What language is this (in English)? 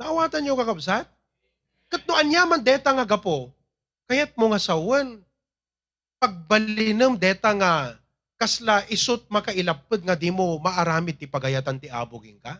Iloko